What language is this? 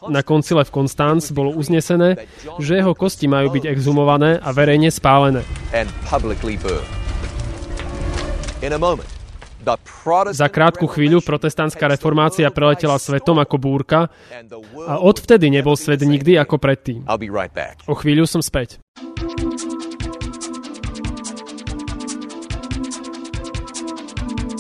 Slovak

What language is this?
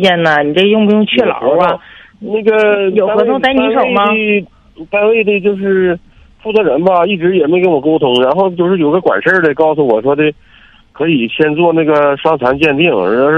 Chinese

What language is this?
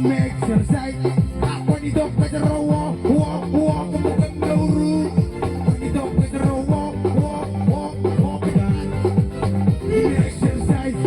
Marshallese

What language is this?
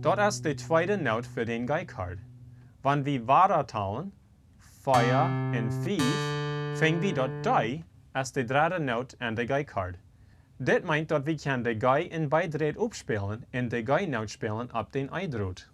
Plautdietsch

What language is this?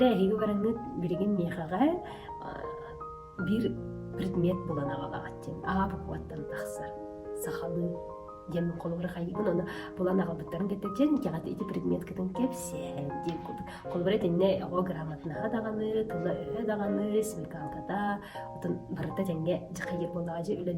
Yakut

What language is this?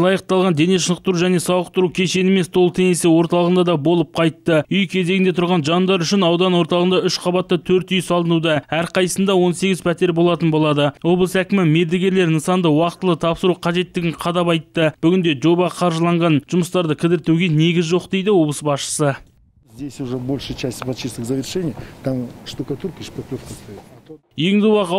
Kazakh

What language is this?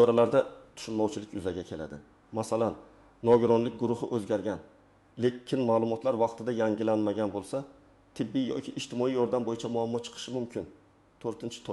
Uzbek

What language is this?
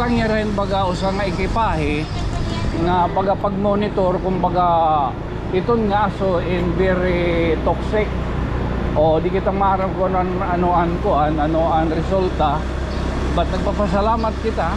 Waray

